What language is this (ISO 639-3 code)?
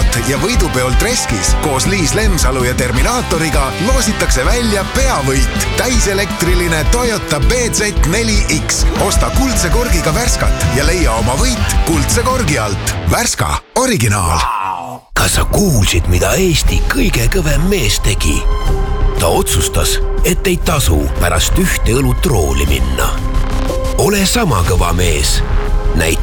est